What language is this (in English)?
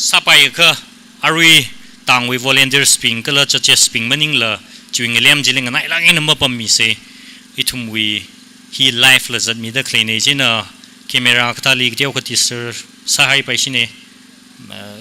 Tangkhul Naga (India)